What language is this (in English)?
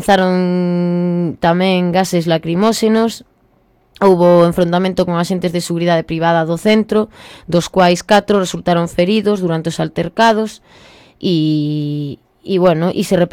Galician